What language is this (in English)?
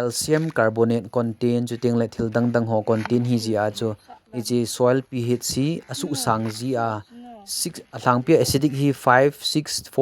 Thado Chin